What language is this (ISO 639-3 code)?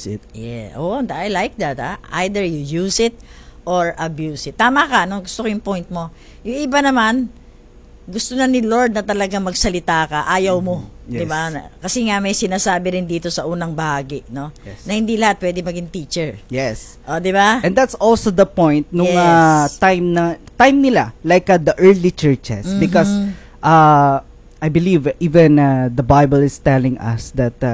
fil